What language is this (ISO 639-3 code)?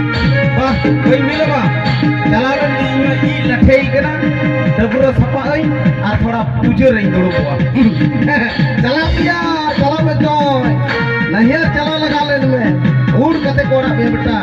sat